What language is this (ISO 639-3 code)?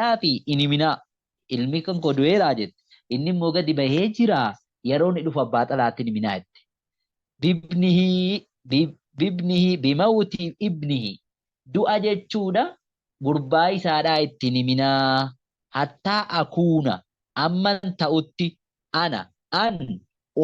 orm